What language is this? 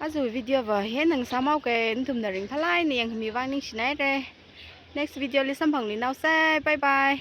Tangkhul Naga (India)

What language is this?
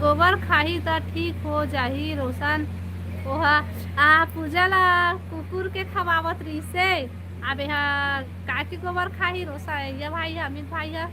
Chhattisgarhi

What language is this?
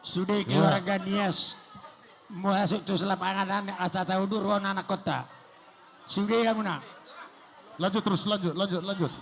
Batak Toba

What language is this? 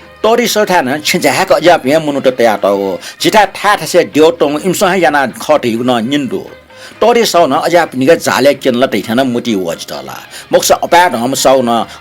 Newari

